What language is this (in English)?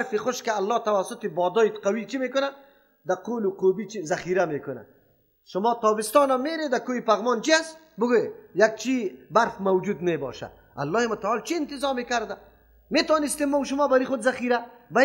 Persian